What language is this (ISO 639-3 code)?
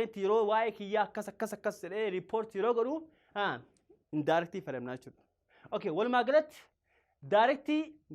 orm